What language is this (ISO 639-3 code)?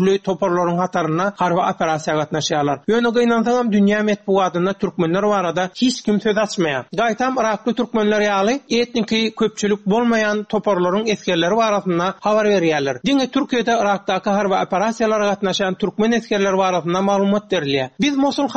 tuk